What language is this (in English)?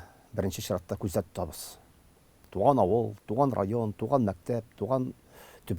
Tatar